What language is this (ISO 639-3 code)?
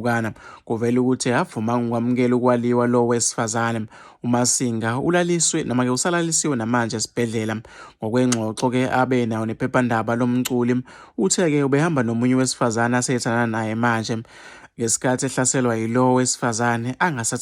zul